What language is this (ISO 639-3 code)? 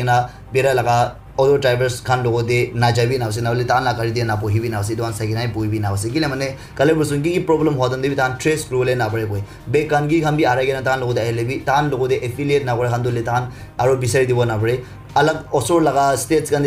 nag